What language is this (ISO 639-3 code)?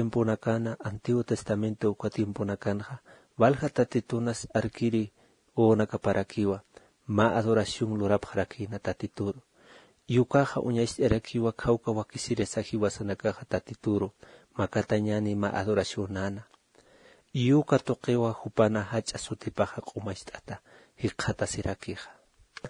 aym